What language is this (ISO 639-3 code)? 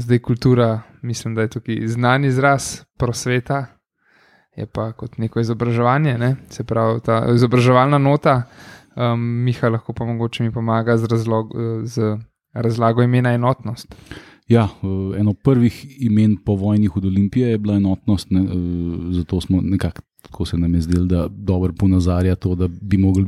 slv